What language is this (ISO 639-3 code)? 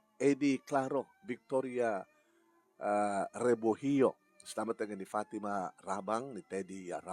ilo